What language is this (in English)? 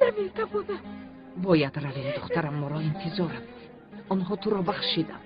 Tajik